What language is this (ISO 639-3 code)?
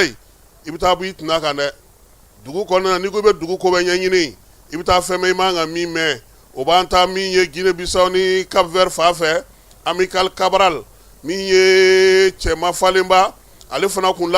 bam